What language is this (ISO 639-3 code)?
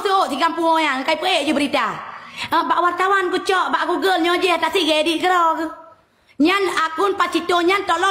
ace